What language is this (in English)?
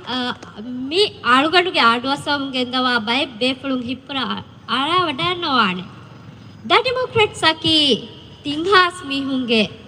Divehi